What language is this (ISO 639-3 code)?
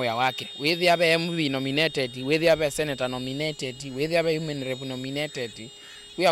kam